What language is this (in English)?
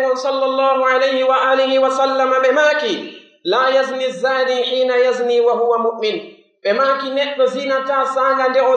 Pular